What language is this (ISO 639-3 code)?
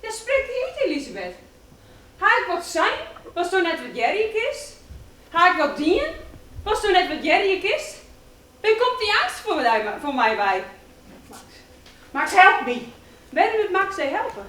fry